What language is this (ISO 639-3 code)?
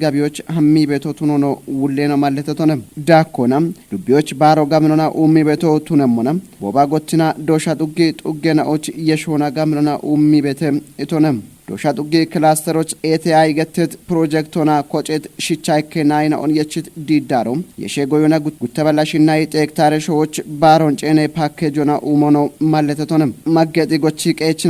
kbr